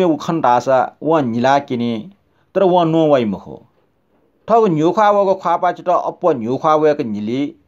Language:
Newari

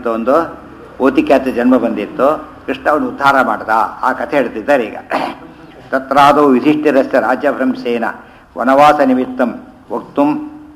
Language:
Kannada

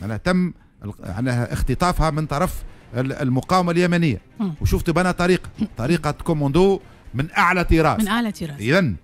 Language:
Tunisian Arabic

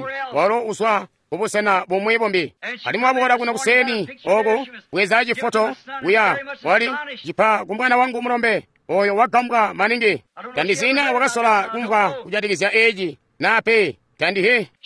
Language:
Tonga (Zambia)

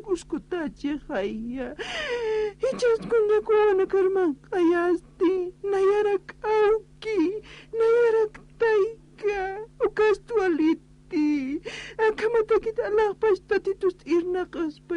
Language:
Aymara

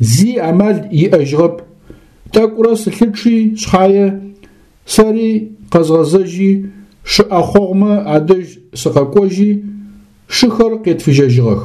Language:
Adyghe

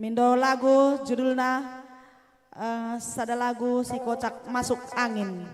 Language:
Batak Karo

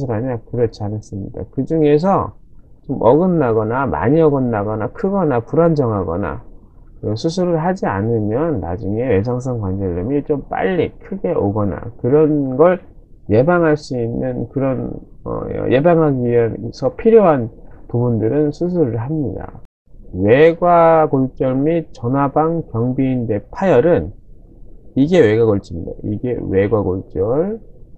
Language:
Korean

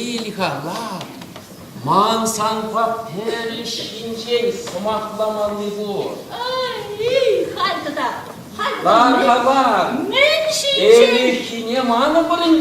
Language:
Chuvash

